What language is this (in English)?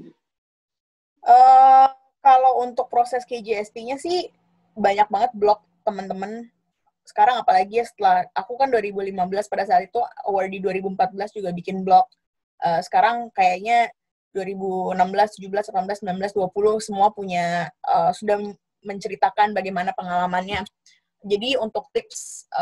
Indonesian